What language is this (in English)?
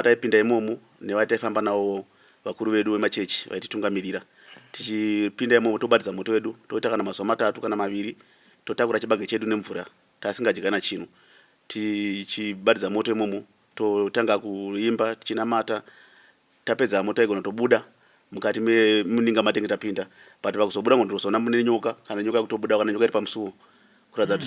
Shona